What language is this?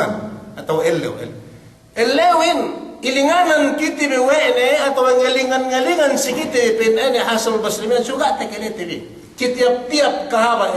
Yakan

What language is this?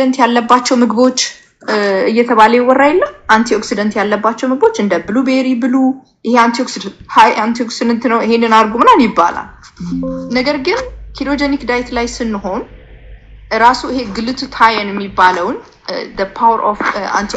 Amharic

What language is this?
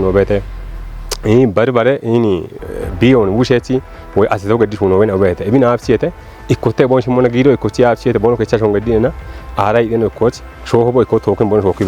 Kafa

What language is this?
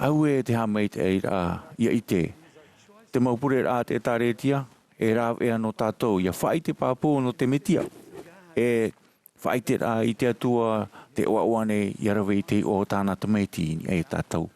Tahitian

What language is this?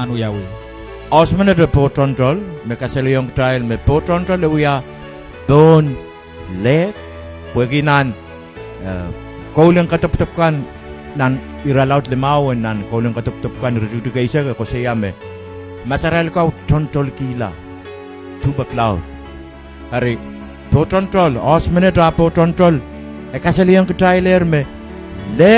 Pohnpeian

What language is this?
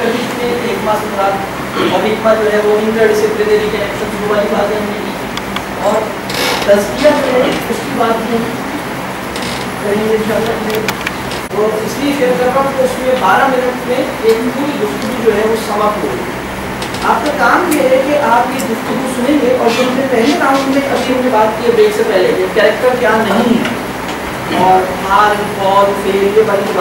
Urdu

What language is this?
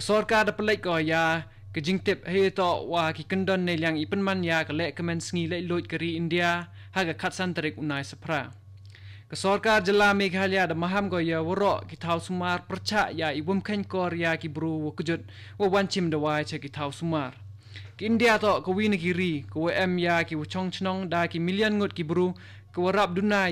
Khasi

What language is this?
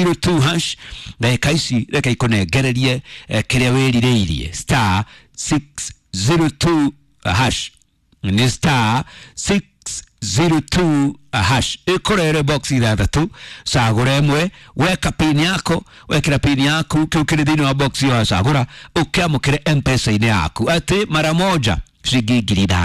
Kikuyu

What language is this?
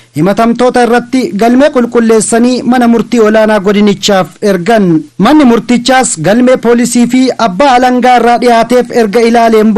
Oromo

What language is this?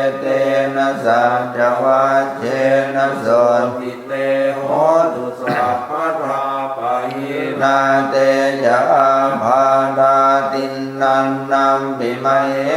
Pali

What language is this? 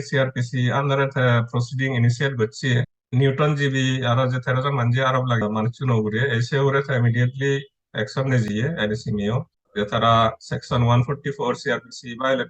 Chakma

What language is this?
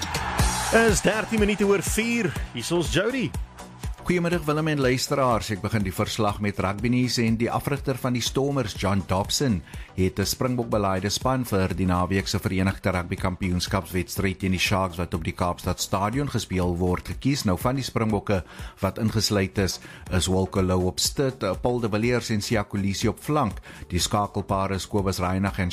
Afrikaans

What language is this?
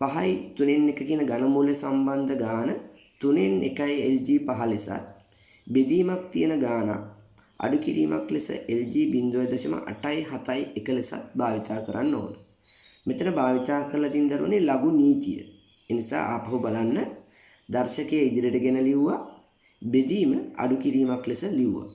Sinhala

